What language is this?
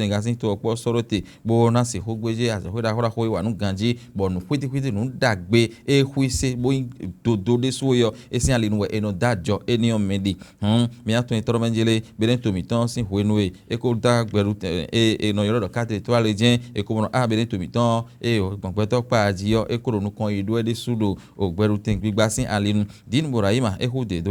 Fon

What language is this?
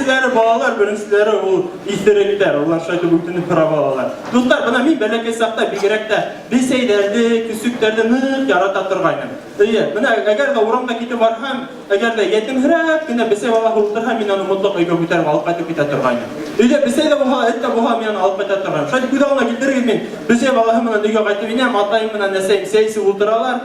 Bashkir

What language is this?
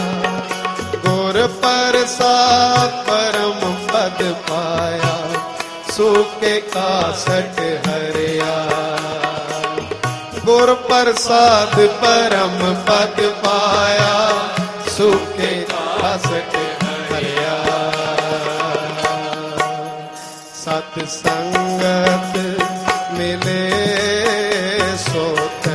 Punjabi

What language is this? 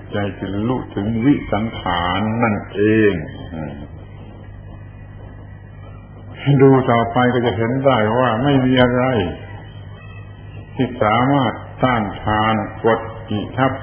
Thai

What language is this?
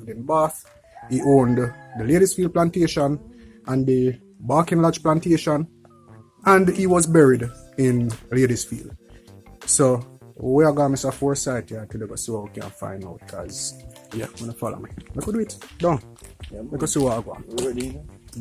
Jamaican Creole English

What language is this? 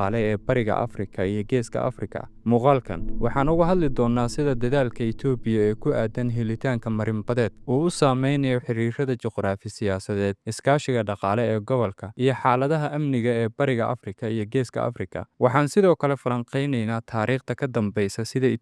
Somali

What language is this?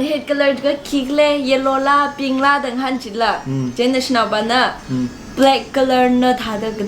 Tangkhul Naga (India)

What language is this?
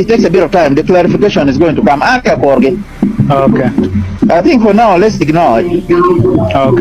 Acoli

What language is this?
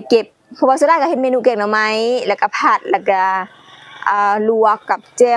Lao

